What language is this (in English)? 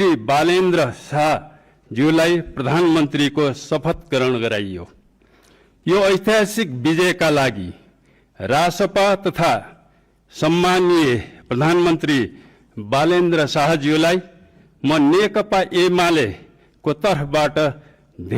Nepali